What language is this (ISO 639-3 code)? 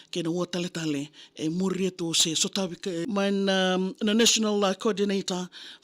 fij